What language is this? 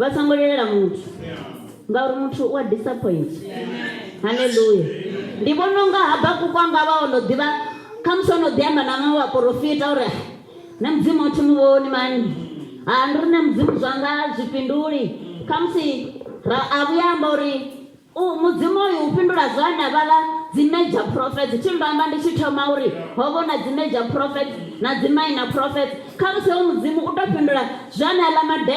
Venda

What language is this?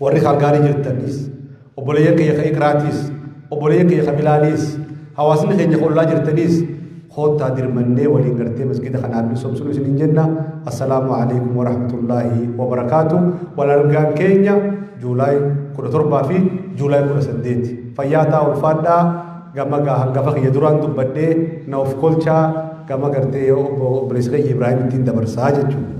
Oromo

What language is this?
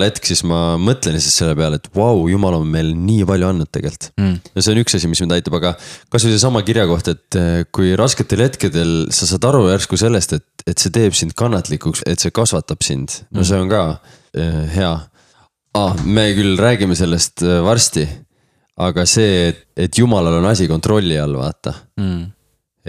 Estonian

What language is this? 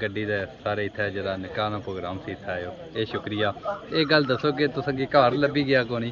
Pahari-Potwari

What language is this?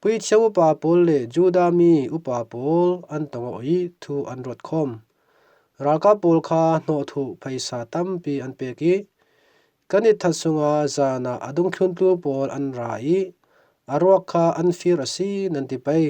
Falam Chin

